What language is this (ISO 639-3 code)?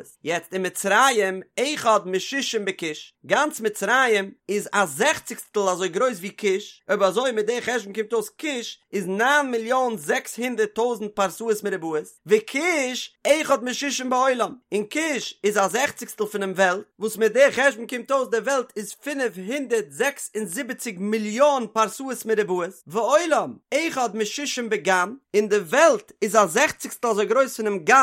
yid